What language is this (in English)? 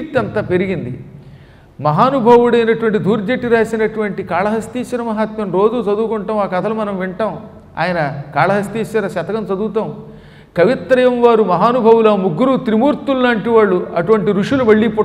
Telugu